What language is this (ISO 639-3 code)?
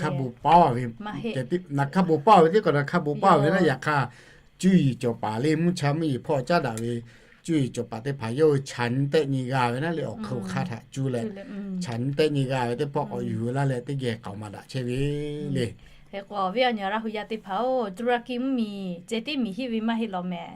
lhu